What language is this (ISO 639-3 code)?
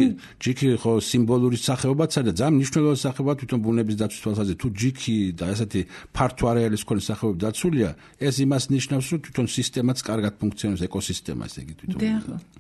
kat